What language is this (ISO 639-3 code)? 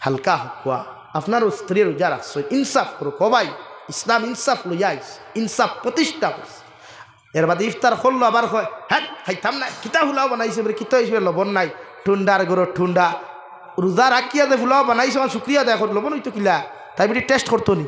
syl